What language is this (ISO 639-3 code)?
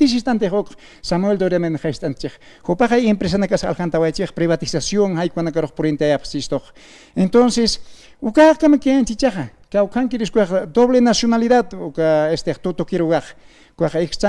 aym